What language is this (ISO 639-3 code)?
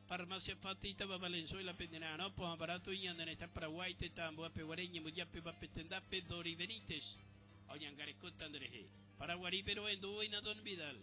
grn